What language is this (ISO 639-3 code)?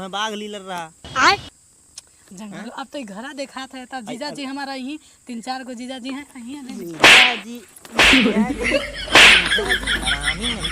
awa